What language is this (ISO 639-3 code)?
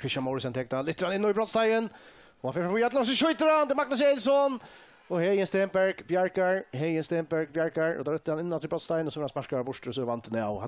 fao